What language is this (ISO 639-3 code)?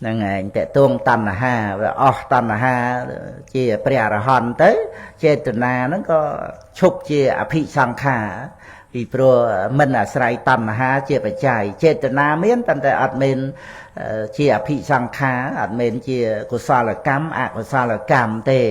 khm